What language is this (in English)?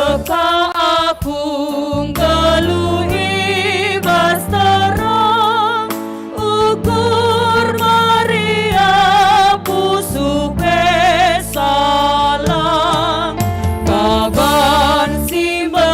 Batak Karo